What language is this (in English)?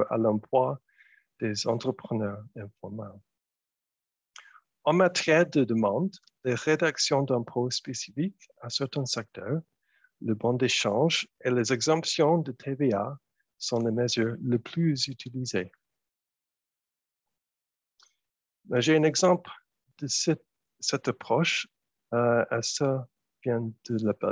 French